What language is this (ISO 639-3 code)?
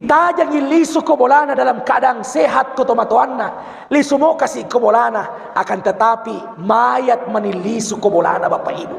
bug